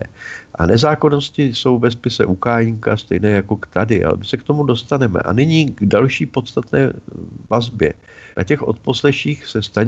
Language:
Czech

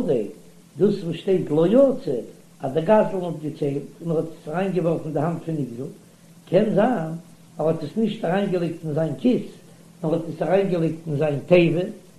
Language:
Yiddish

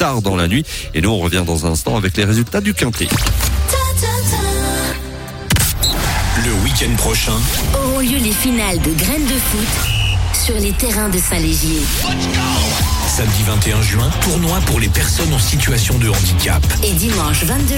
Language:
French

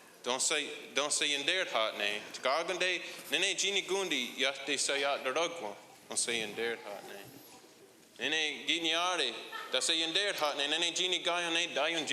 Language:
Mohawk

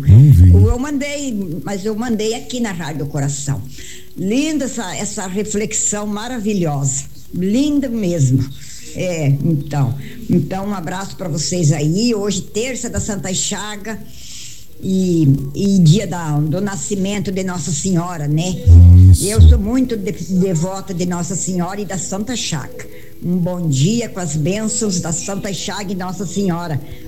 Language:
Portuguese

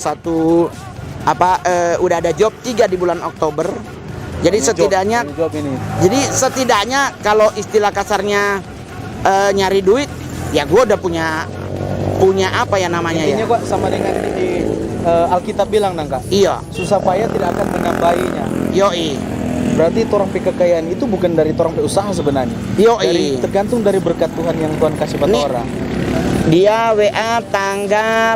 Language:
Manado Malay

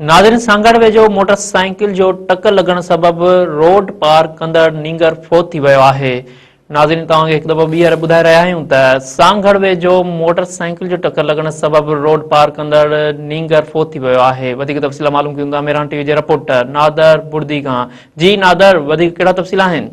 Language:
Sindhi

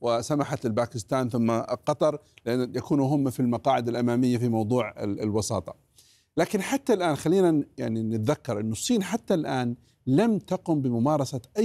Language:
Arabic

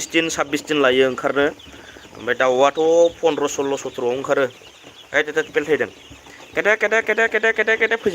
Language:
Bodo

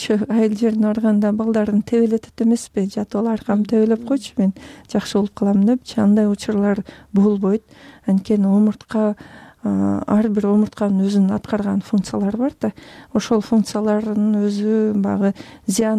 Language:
Kyrgyz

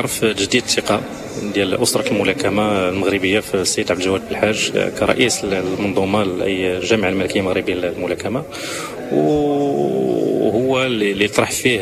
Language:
Moroccan Arabic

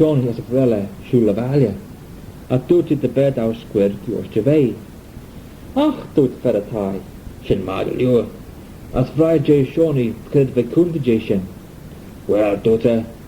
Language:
Manx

